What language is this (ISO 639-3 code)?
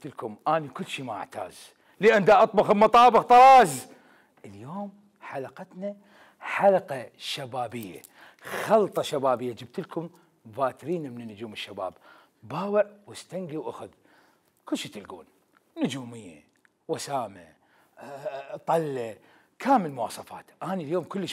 acm